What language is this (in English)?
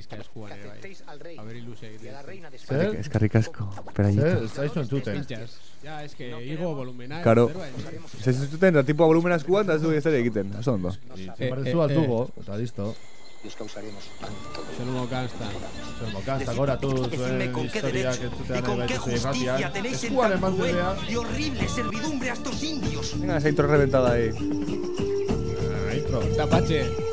Basque